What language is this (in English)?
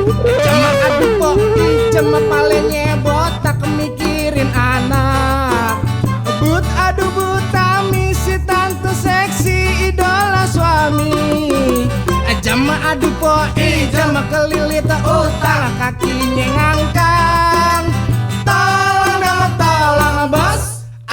Betawi